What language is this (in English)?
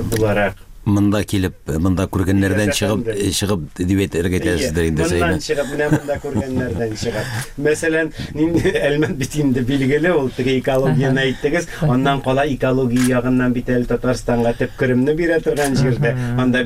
Tatar